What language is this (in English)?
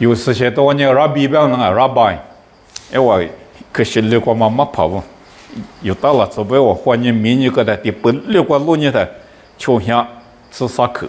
Lisu